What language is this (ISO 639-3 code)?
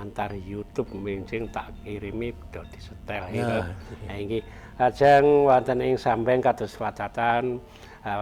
jav